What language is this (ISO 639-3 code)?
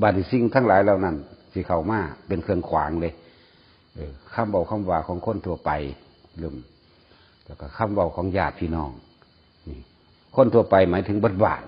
tts